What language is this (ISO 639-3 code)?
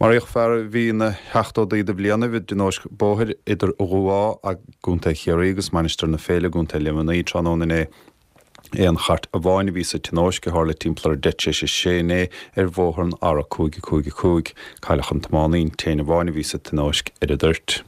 gle